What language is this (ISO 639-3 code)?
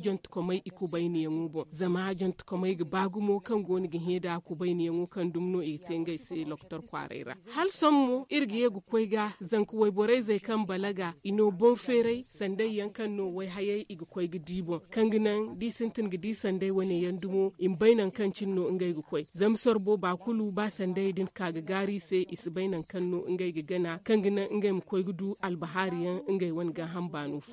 dje